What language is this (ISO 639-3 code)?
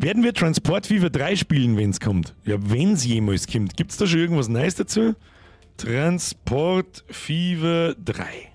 bar